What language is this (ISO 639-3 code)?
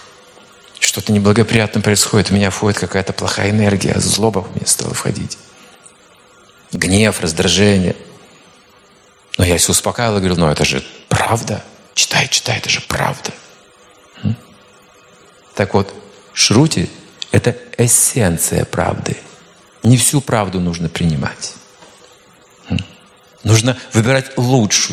rus